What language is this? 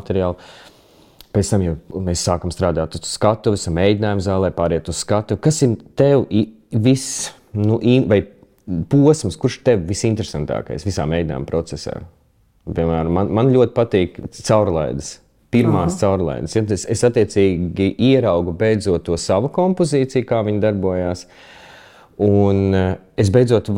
Latvian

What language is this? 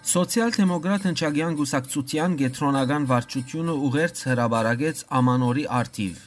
Western Armenian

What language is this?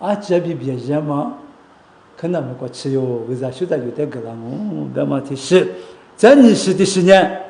Lisu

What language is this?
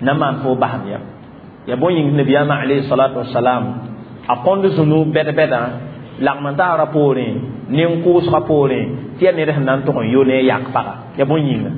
Mossi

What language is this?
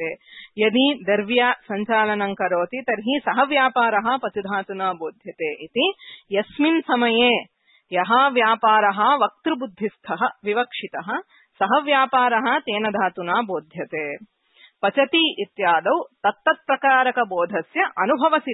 Sanskrit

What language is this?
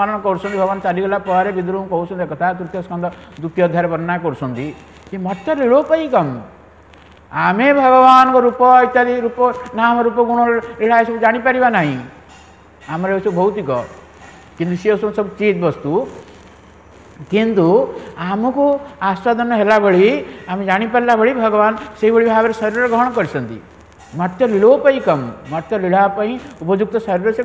Odia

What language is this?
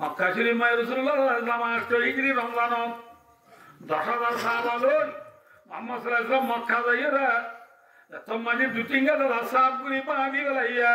Rohingya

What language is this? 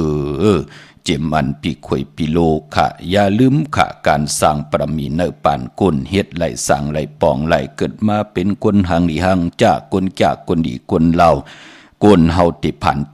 Shan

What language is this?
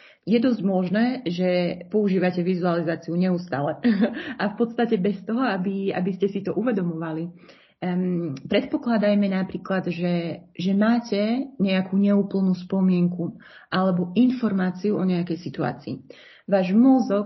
Slovak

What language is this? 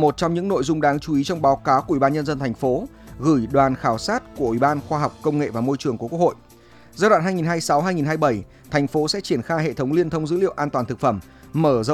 Vietnamese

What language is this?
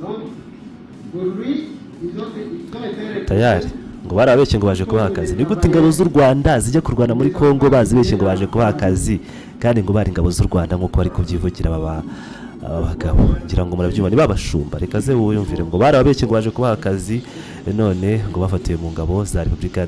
Kinyarwanda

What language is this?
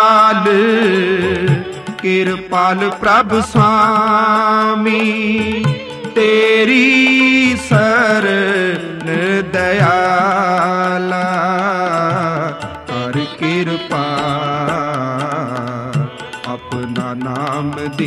Punjabi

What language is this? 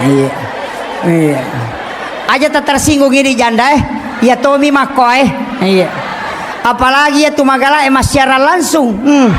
Buginese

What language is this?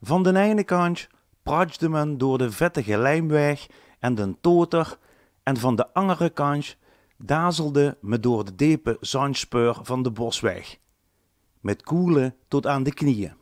Limburgish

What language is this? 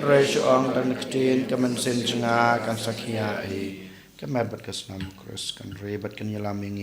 Khasi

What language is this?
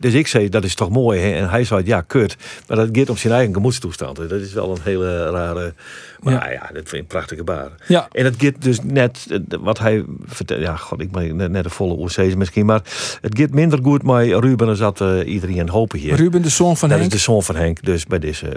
Western Frisian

